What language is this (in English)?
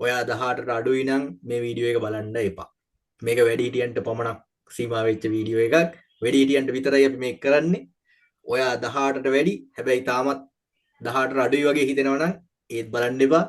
Sinhala